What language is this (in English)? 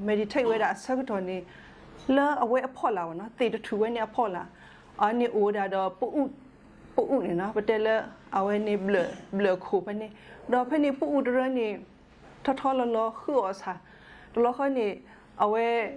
S'gaw Karen